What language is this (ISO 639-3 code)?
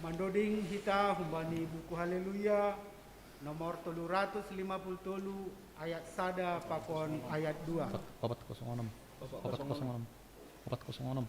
bts